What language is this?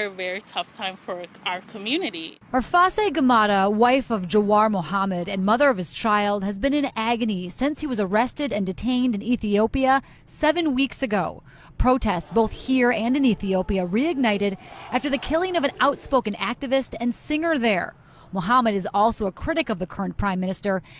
English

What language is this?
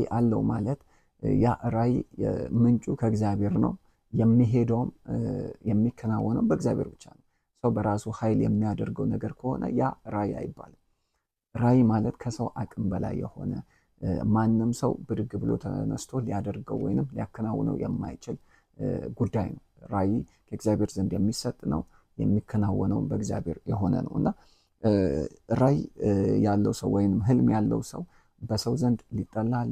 Amharic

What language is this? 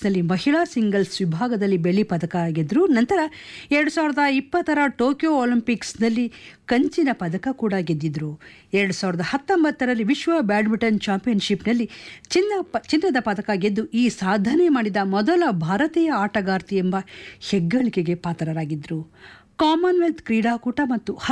Kannada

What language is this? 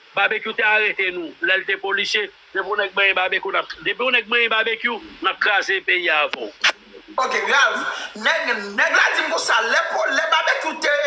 Haitian Creole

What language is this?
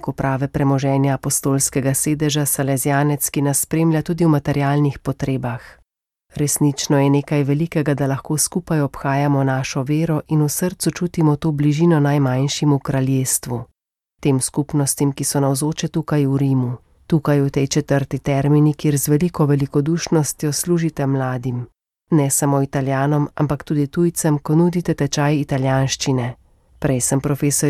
Slovenian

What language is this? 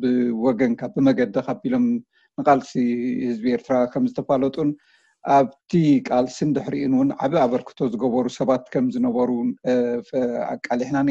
Tigrinya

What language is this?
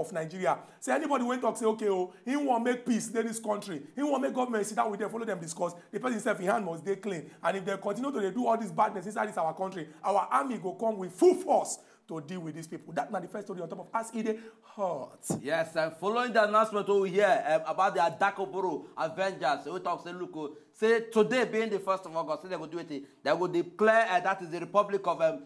Nigerian Pidgin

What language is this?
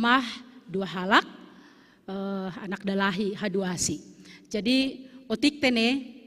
Batak Simalungun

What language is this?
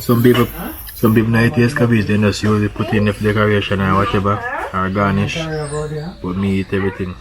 Jamaican Creole English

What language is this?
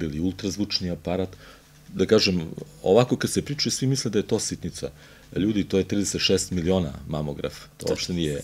Serbian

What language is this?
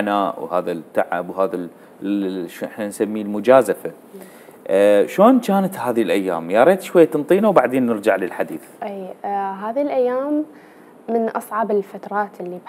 Mesopotamian Arabic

